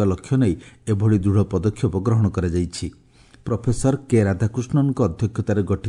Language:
Odia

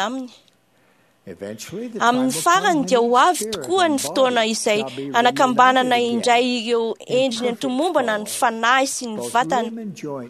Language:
Malagasy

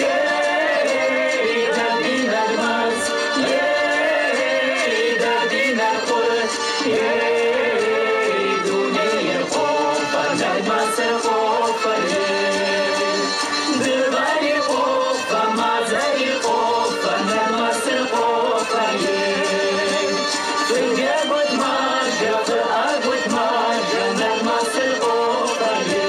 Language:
Kabardian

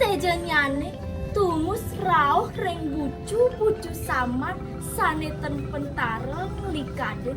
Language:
Balinese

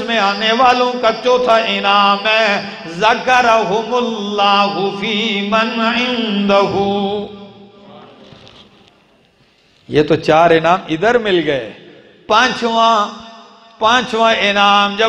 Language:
Urdu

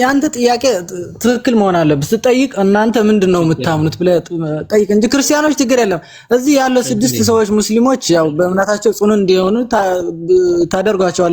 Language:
Amharic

